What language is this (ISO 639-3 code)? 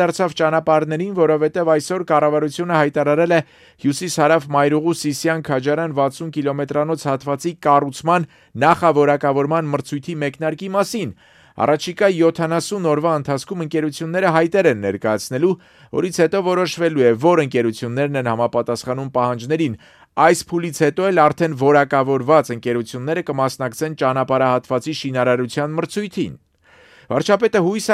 hye